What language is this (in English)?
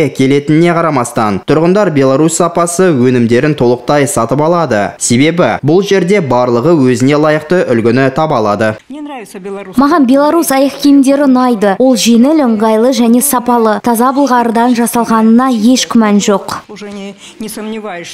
Kazakh